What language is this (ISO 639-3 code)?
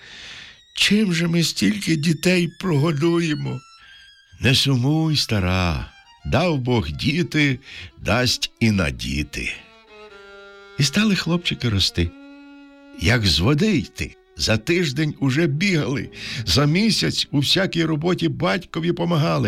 ukr